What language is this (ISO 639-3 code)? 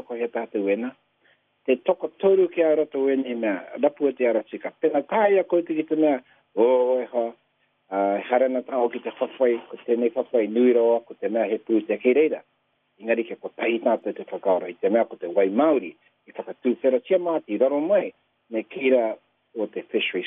mri